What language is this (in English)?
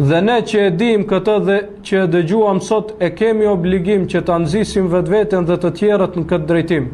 Albanian